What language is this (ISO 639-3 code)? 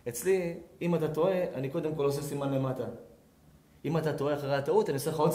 heb